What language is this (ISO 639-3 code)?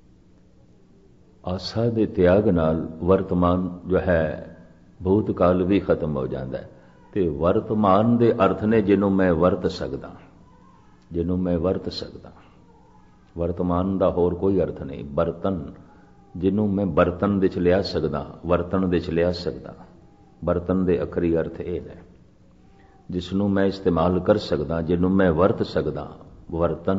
pan